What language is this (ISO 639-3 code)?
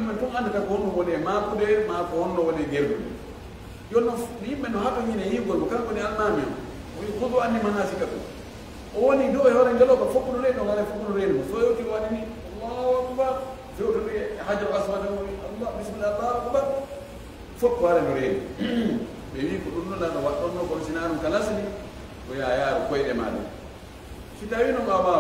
ful